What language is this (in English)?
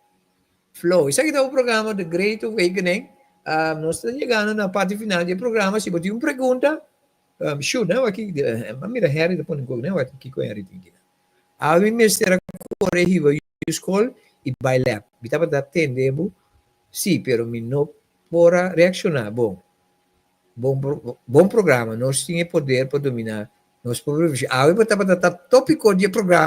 Papiamento